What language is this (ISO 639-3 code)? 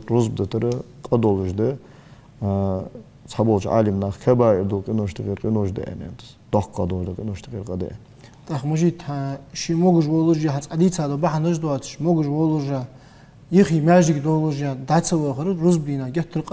inh